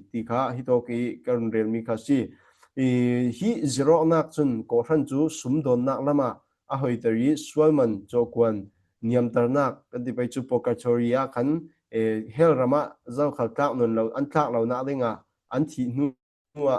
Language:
Falam Chin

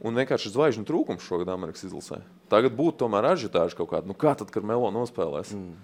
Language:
Latvian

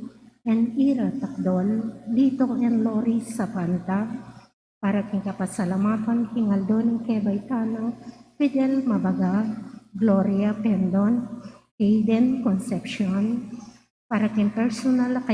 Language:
Pampanga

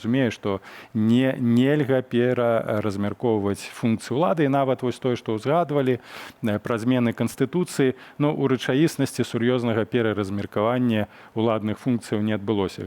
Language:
Belarusian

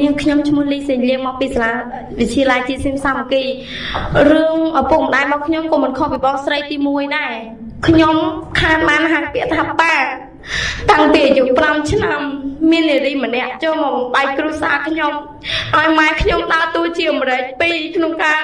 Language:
Khmer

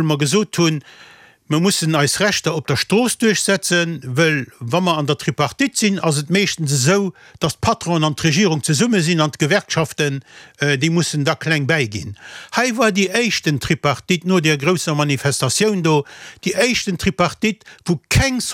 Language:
Luxembourgish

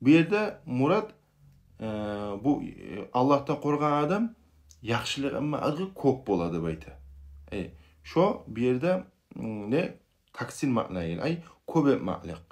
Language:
Kumyk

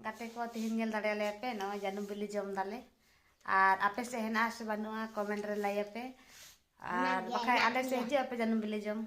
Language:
Santali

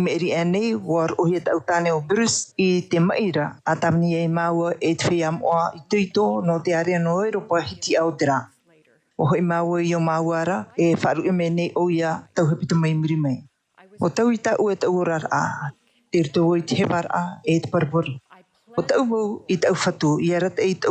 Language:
Tahitian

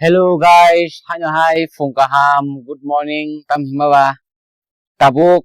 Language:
Kok Borok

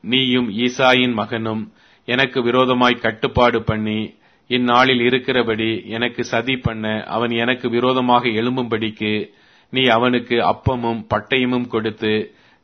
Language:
Tamil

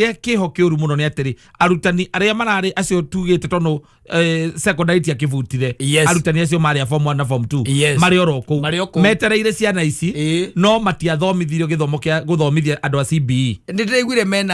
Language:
Kikuyu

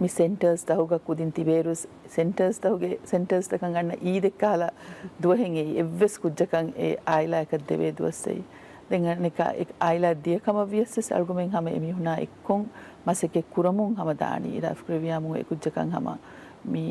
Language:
Divehi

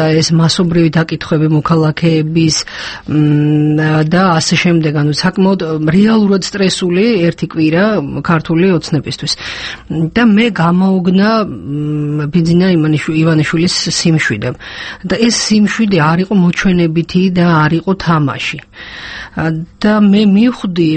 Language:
Georgian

